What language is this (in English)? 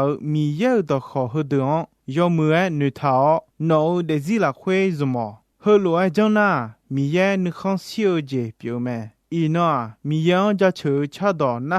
Akha